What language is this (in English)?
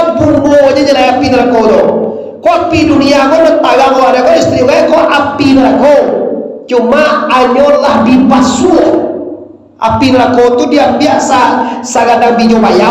Minangkabau